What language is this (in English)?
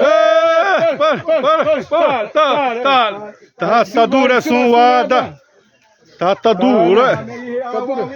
Xavánte